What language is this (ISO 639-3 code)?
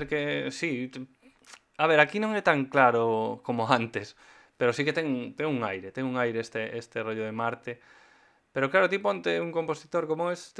glg